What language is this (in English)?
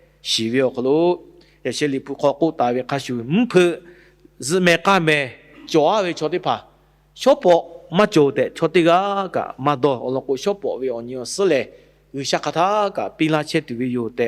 Lahu